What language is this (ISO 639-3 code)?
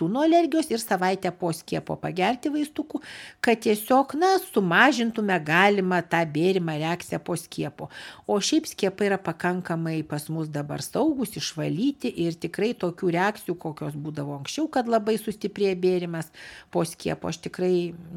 lit